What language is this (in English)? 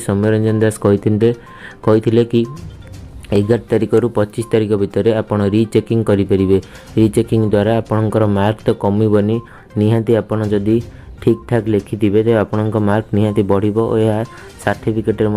Odia